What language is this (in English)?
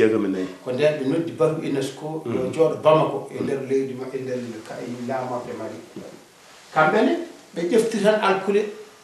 Fula